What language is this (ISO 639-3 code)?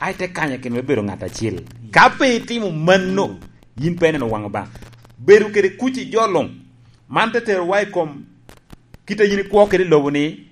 laj